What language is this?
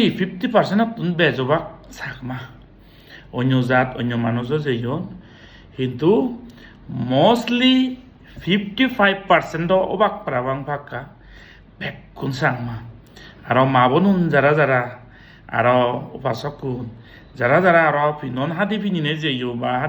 Chakma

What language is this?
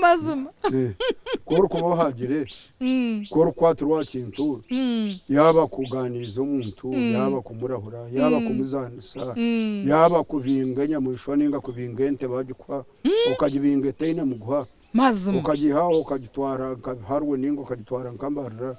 Nyankole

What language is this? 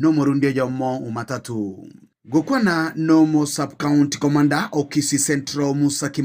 Gusii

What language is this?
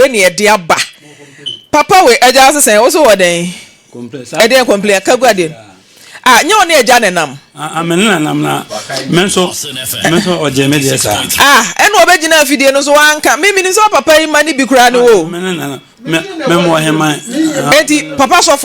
Akan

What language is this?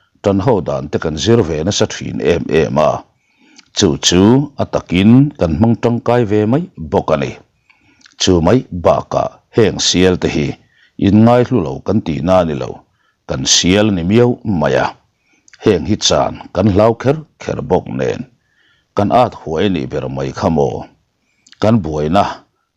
Mizo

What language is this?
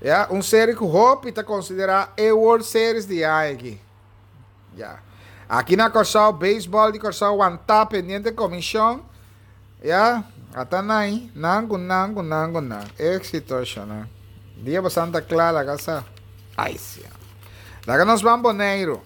Papiamento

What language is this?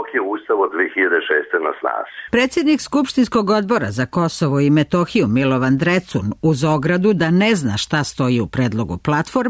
Serbian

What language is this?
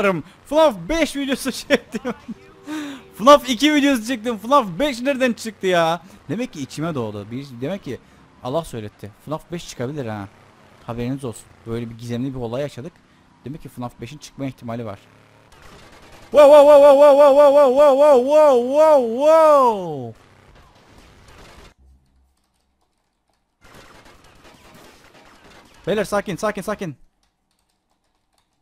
Turkish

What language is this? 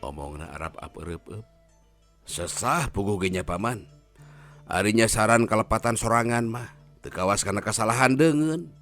Sundanese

